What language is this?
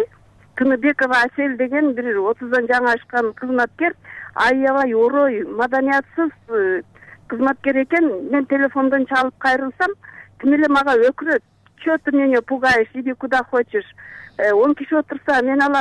Kyrgyz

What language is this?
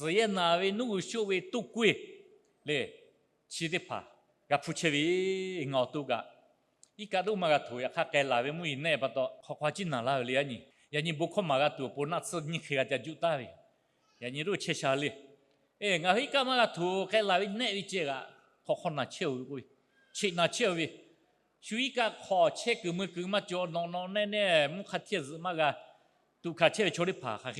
Lahu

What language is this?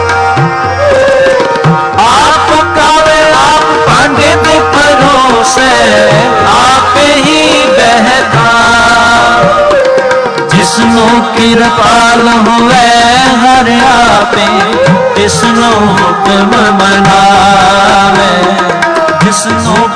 Punjabi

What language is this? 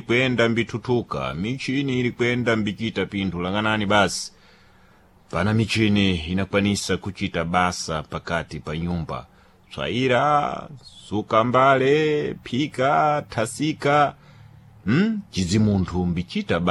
Sena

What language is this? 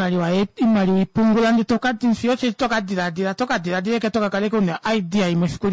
Kuanyama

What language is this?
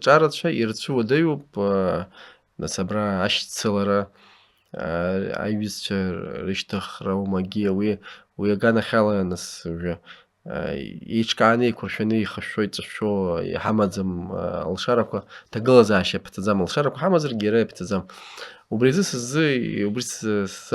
Abkhazian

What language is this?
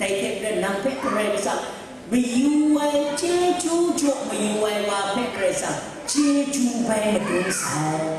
Kachin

